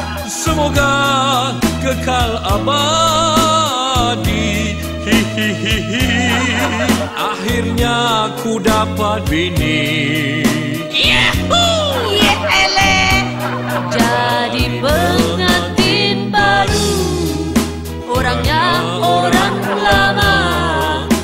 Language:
Malay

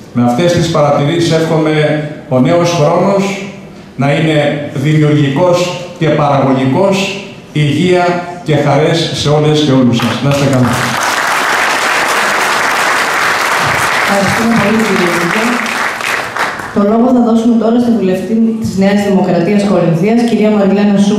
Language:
Greek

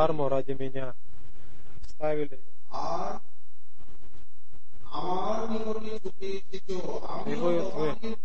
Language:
Russian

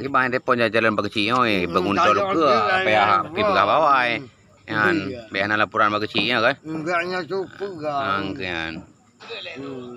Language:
Achinese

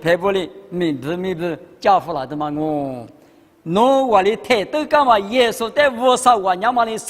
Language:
Lisu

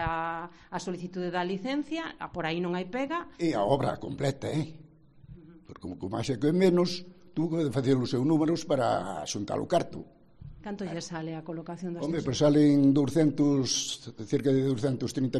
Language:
Galician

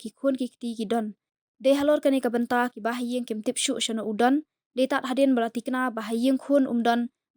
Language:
Khasi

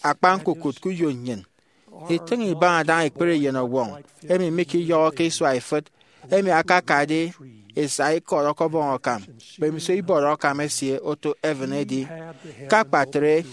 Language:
Efik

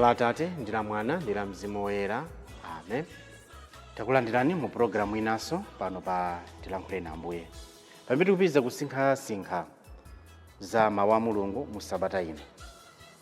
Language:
Nyanja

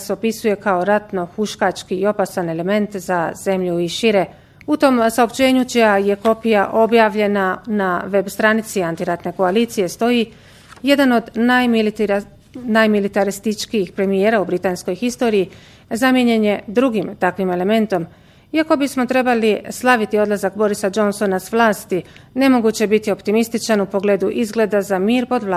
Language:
Bosnian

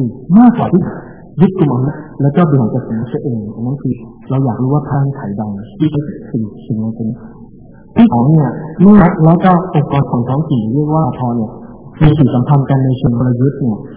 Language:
Thai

